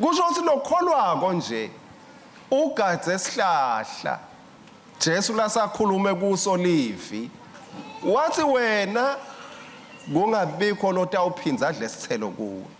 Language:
Swati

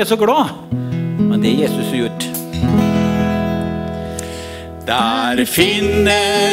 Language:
Norwegian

